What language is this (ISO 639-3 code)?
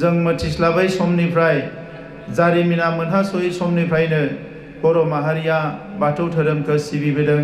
brx